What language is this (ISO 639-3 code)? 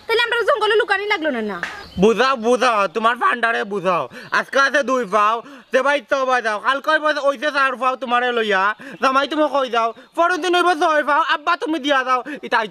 syl